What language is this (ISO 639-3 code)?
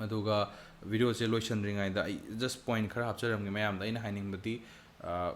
mni